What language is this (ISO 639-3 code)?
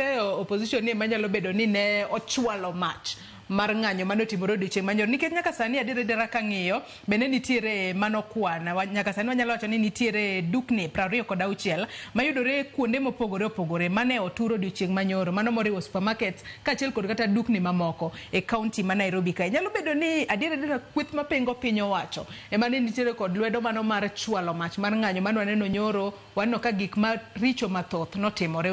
luo